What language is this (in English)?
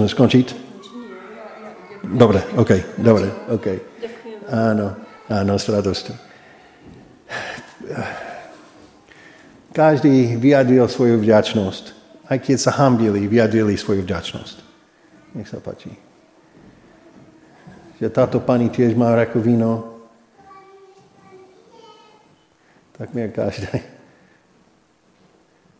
Slovak